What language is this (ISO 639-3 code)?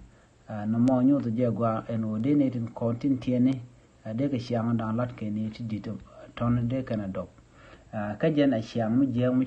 nus